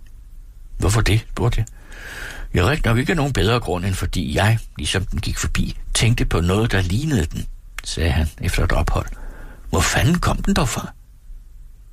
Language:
Danish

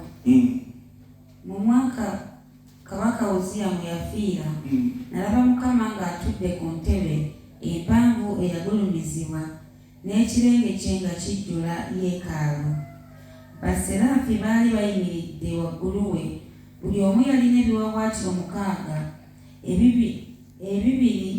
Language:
Ganda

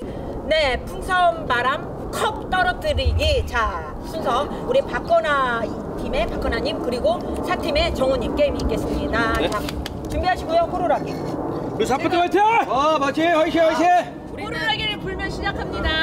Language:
Korean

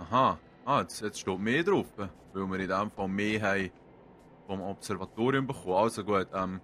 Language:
Swiss German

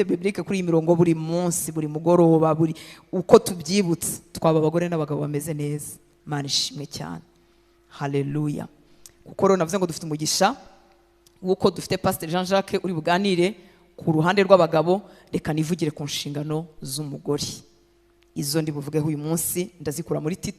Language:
Kinyarwanda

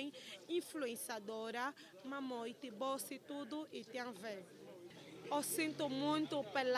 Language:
Lingala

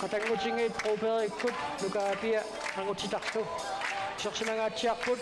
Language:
Kalaallisut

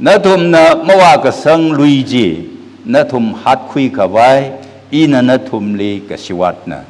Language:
Tangkhul Naga (India)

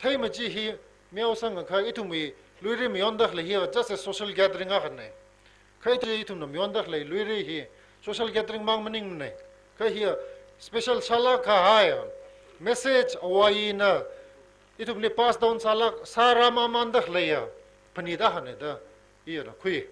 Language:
Tangkhul Naga (India)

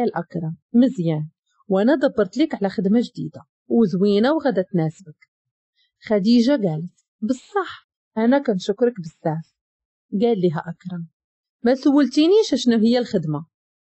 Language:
Moroccan Arabic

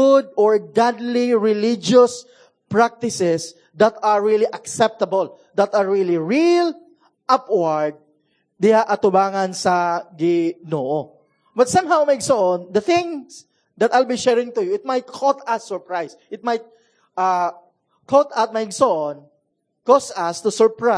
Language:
Cebuano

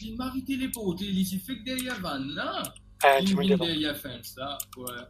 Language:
Morisyen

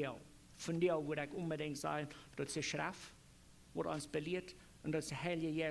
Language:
Plautdietsch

